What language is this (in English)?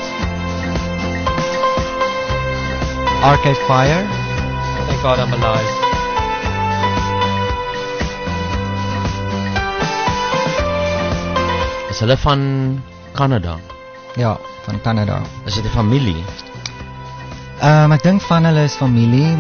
Afrikaans